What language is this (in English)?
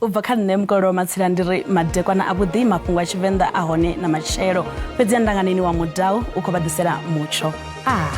Venda